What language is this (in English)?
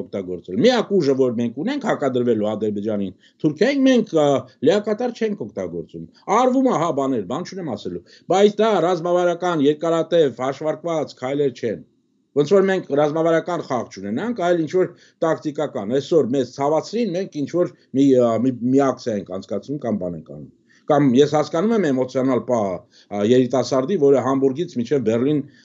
Armenian